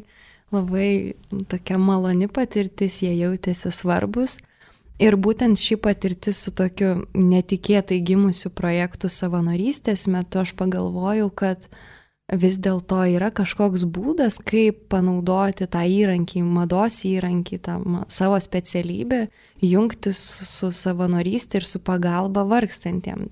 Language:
Lithuanian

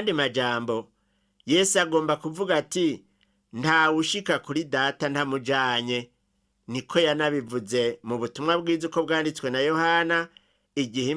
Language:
Rundi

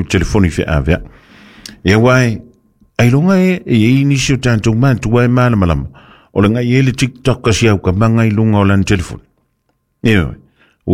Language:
Samoan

